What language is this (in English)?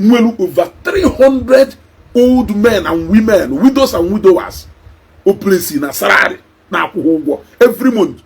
Igbo